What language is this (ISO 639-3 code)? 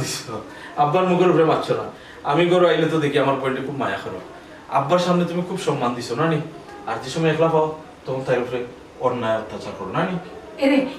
syl